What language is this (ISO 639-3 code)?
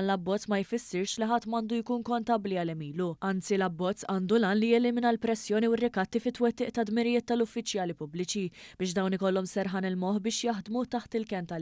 mlt